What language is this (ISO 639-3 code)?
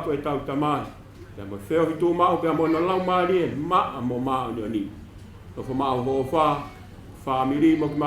ton